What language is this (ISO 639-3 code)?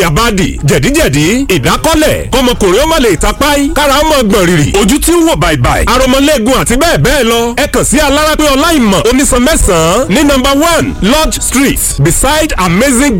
yor